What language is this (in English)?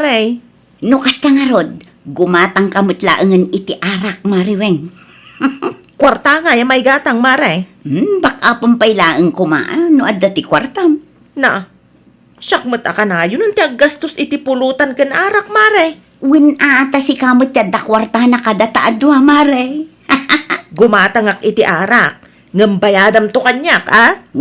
Iloko